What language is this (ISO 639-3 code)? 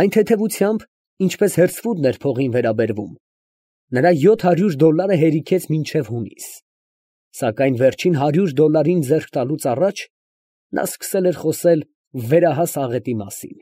hye